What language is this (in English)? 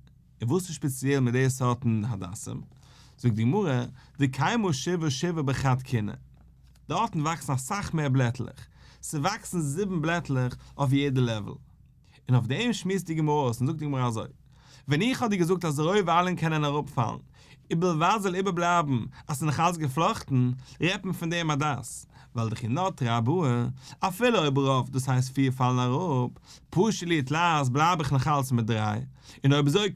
Yiddish